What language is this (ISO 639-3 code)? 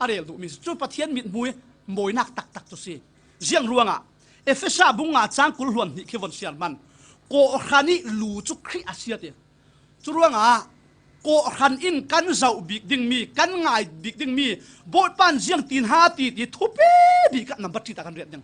cfm